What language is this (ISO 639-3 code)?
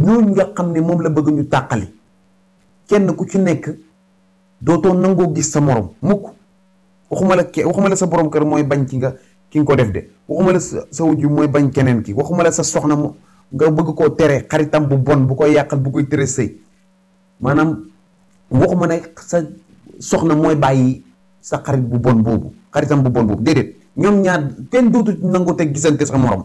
wol